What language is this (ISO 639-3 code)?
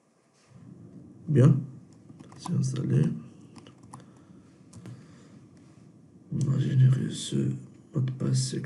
fra